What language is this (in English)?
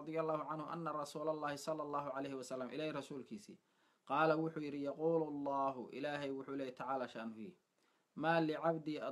Somali